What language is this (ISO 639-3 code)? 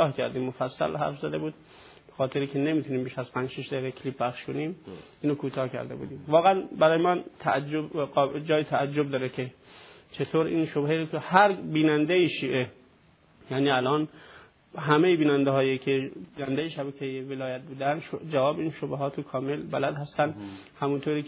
fas